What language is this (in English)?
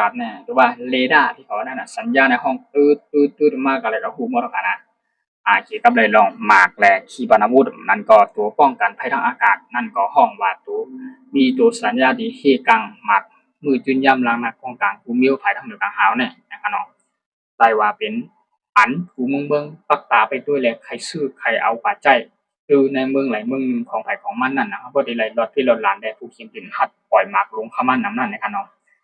Shan